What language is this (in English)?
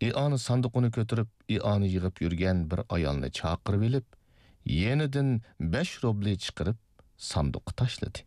Uyghur